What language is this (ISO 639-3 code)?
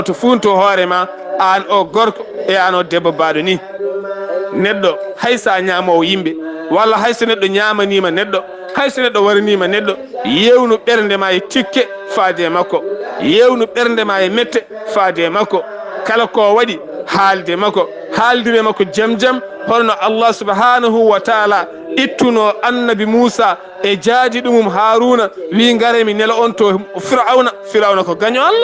ful